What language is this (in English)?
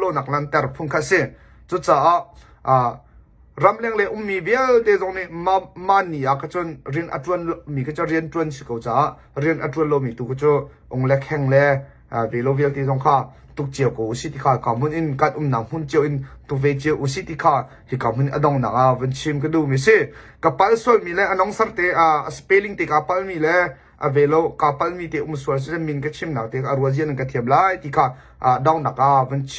Hakha Chin